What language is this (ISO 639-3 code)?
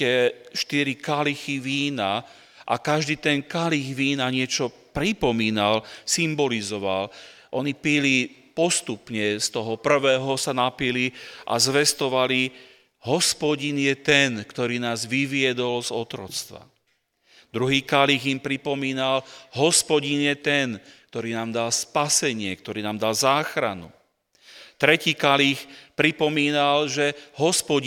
slk